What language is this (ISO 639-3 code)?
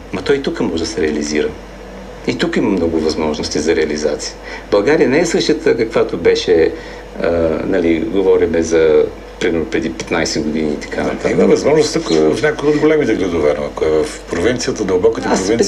bul